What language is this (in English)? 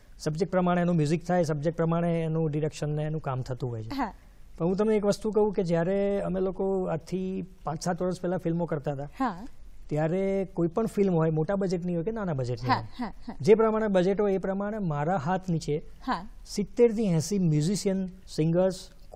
Gujarati